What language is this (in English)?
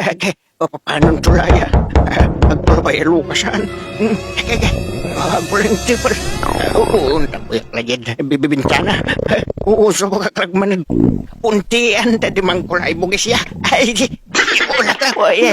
Pangasinan